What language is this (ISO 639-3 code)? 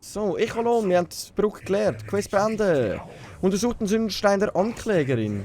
gsw